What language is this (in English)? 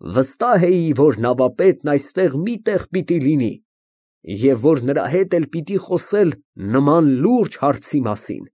Armenian